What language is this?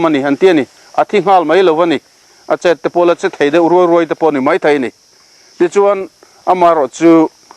Mizo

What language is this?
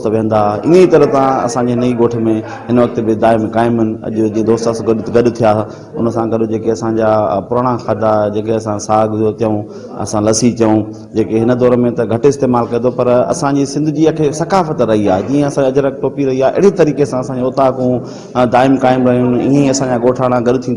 Sindhi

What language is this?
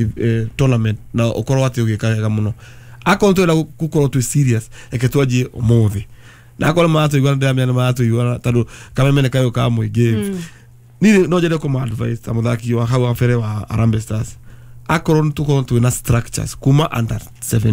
Kikuyu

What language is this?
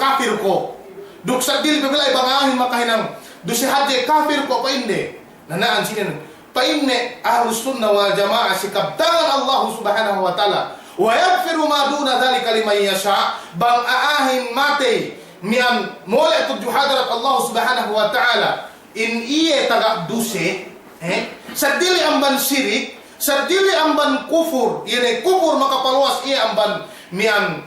Yakan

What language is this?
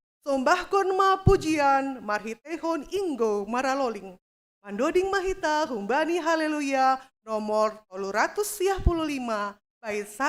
Batak Simalungun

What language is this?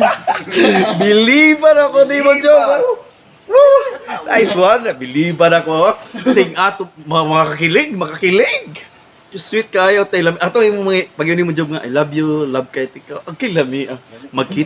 Cebuano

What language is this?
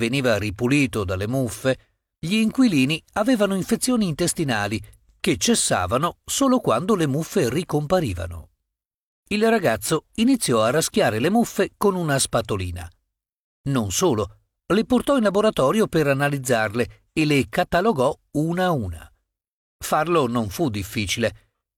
Italian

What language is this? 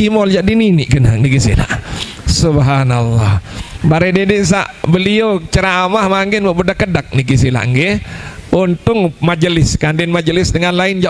Sasak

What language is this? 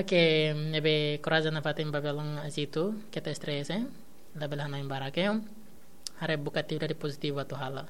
Tetum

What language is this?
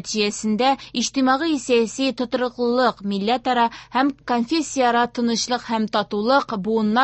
Tatar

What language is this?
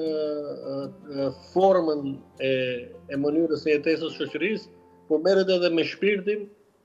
Albanian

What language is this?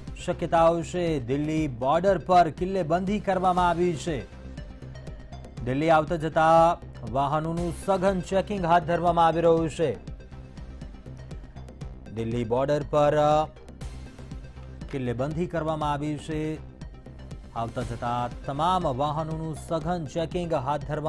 Gujarati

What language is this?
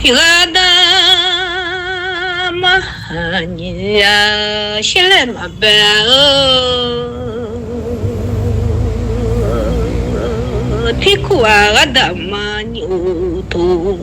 Akha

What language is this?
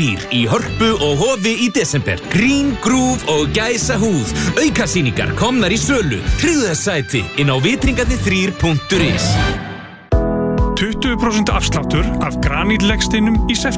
Icelandic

